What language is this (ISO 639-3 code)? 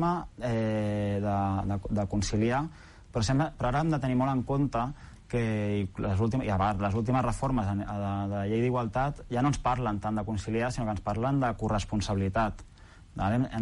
cat